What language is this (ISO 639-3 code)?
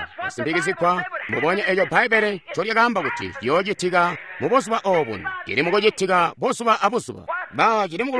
toi